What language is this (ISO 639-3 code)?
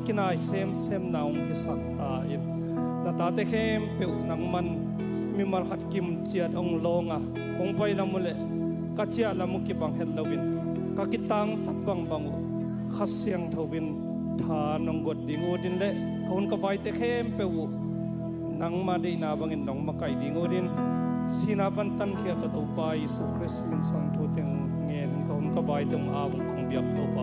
ctd